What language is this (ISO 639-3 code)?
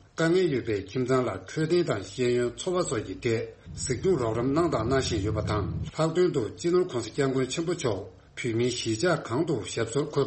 bod